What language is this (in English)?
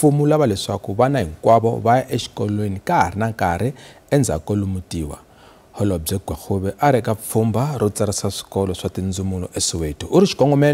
Tsonga